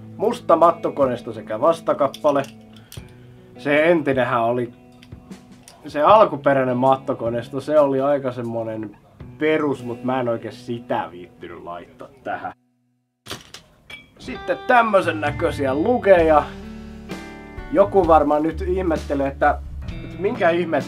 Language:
Finnish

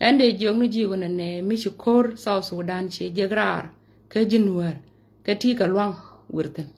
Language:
Nuer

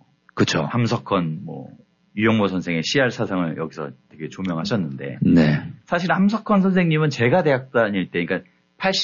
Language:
Korean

